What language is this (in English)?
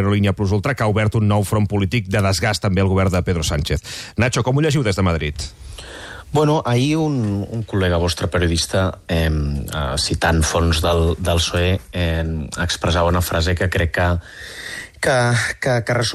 Catalan